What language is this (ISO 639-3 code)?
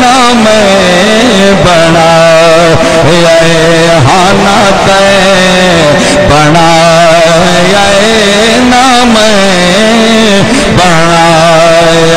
skr